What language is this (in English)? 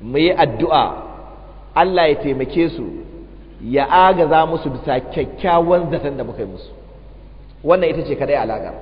Hausa